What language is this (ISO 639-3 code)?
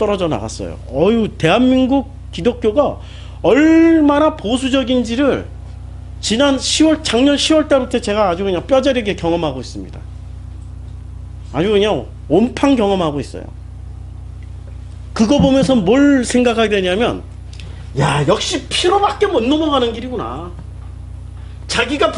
kor